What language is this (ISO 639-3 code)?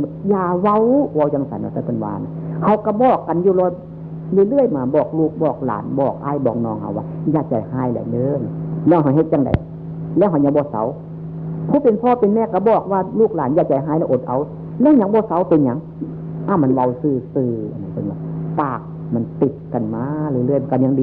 tts